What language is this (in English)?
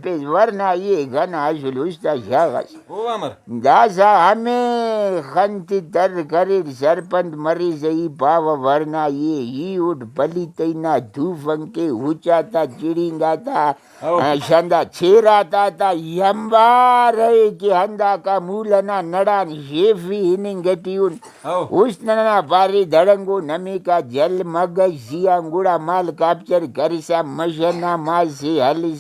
Brahui